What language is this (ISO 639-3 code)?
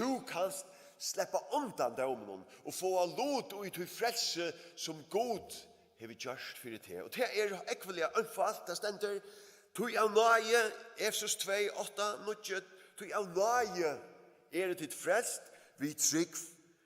fao